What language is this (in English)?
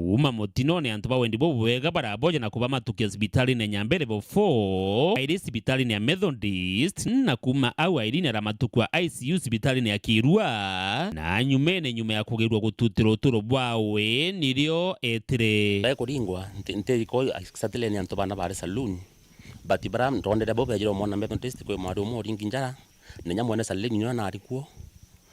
Meru